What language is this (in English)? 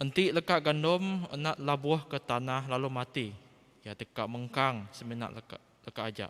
Iban